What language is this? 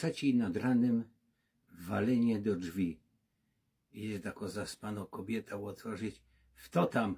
Silesian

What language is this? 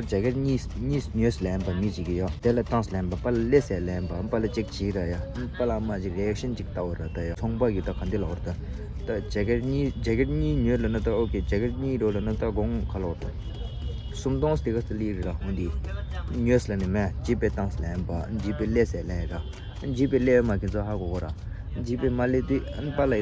Tibetan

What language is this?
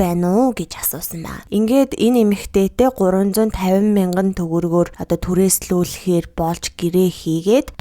Mongolian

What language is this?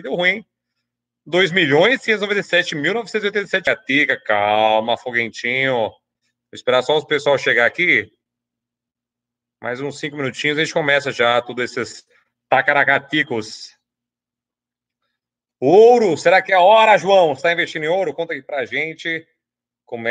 Portuguese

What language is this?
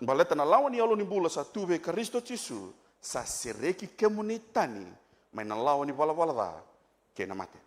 Fijian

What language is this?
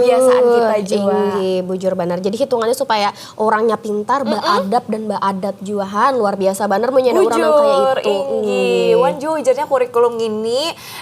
Banjar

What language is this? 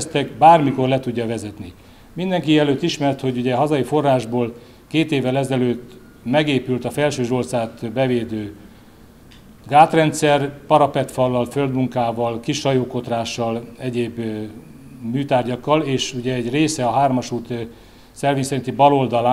Hungarian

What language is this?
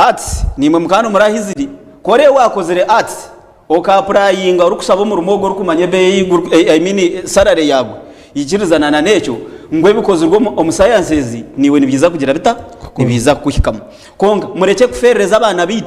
Nyankole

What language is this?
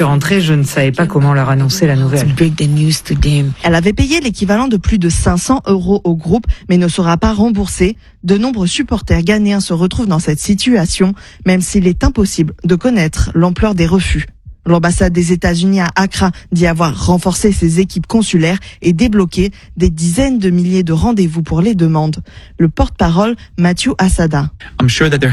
French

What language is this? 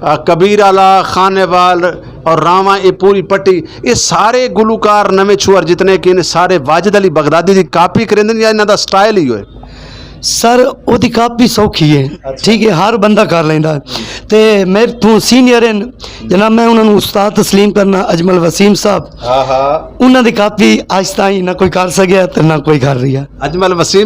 Western Panjabi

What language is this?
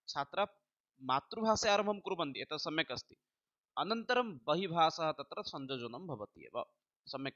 Sanskrit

